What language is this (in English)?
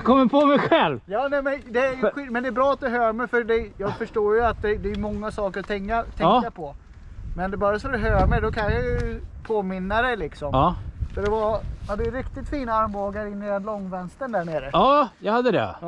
Swedish